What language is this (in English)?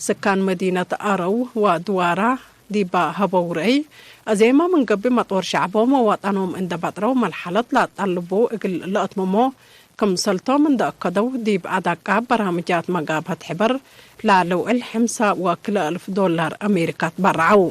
Tigre